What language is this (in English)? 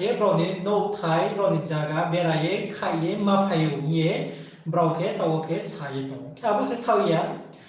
Riang (India)